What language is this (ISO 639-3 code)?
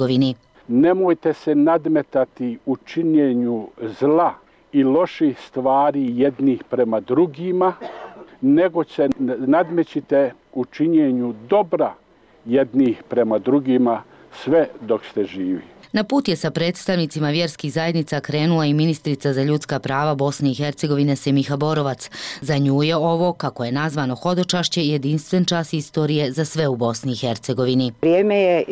bos